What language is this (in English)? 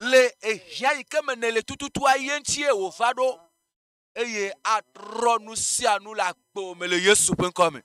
Ewe